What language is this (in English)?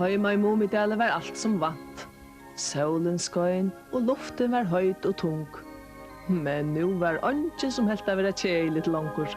Faroese